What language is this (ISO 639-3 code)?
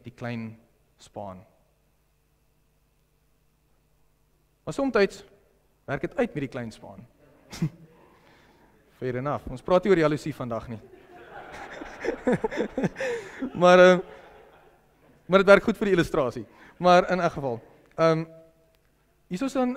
afr